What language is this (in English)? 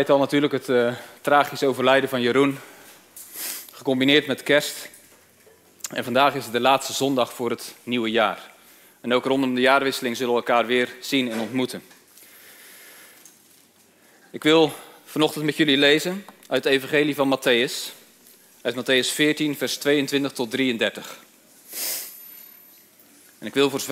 Dutch